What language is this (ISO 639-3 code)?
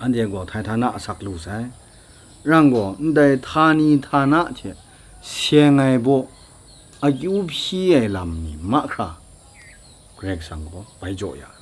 kac